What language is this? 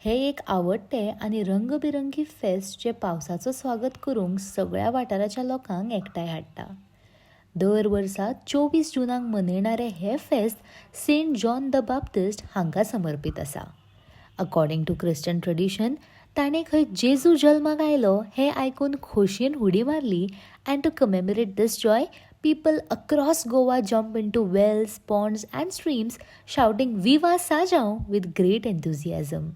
Konkani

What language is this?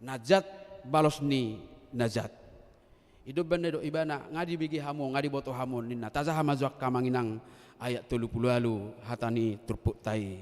Batak Toba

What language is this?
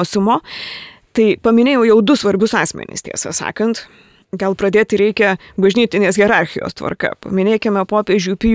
Lithuanian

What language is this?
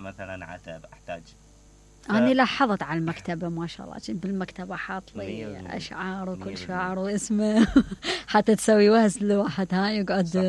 Mesopotamian Arabic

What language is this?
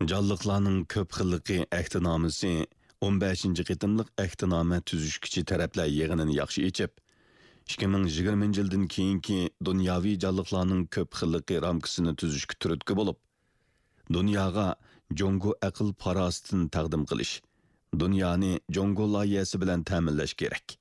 Uyghur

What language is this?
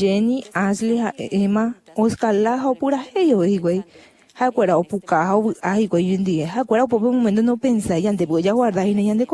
Guarani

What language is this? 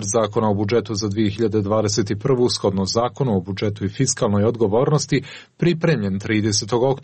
Serbian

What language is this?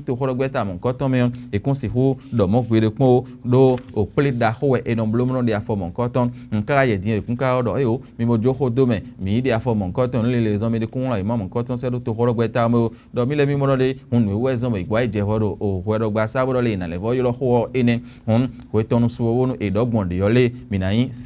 Fon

